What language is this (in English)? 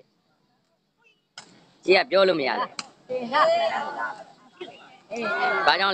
Burmese